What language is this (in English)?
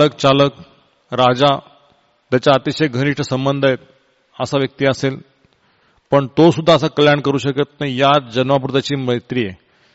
Marathi